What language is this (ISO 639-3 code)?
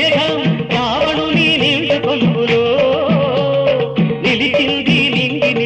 tel